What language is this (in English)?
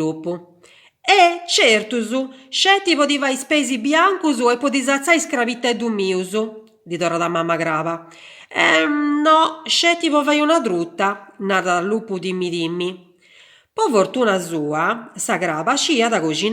Sardinian